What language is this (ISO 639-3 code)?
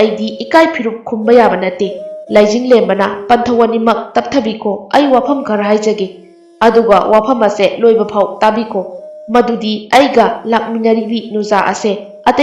mni